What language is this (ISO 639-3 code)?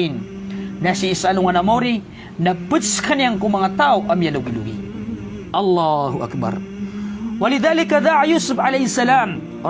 mrw